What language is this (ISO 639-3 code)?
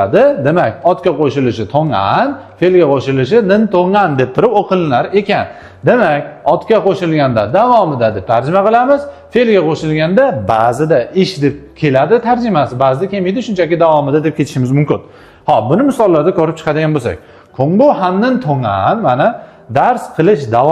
uzb